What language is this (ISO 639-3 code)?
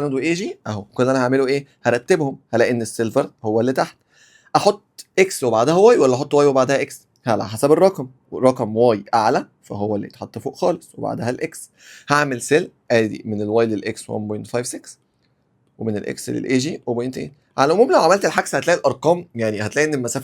arz